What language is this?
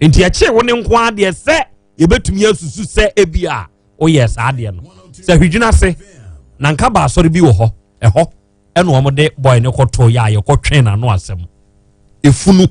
Akan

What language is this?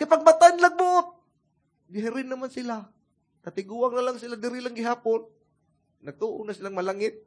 Cebuano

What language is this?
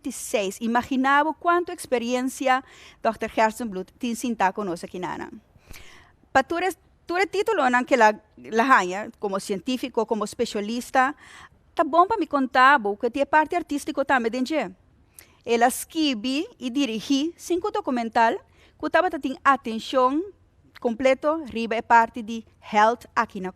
Papiamento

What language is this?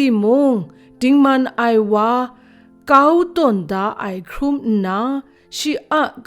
Kachin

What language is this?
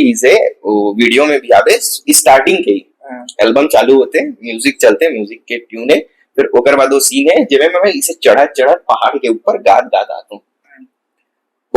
Chhattisgarhi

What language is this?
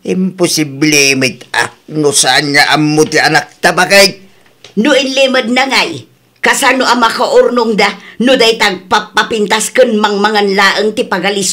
Iloko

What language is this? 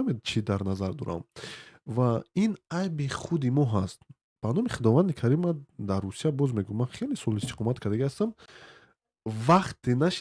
Tajik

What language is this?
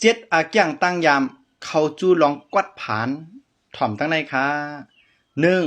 Shan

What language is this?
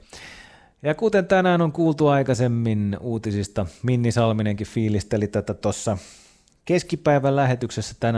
Finnish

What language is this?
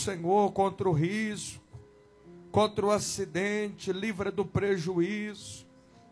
Portuguese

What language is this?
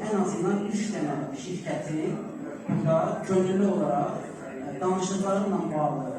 Azerbaijani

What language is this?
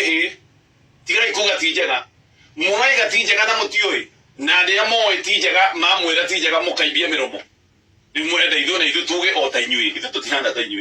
Kikuyu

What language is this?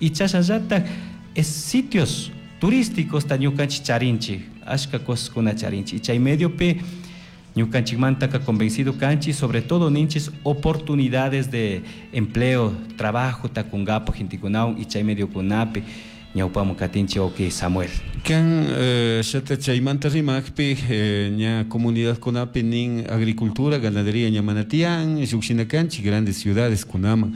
Chimborazo Highland Quichua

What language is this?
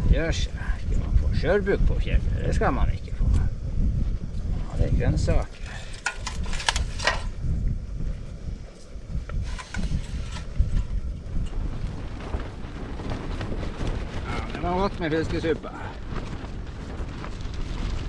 Norwegian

